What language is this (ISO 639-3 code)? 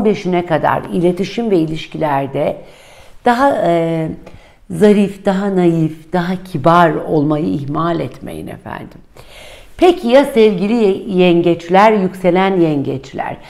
tur